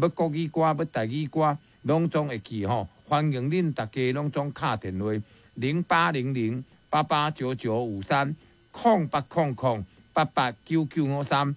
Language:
Min Nan Chinese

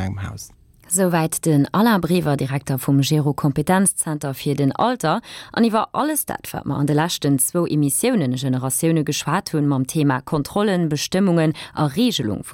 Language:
Luxembourgish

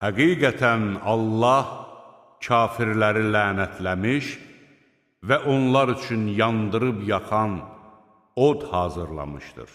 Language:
Azerbaijani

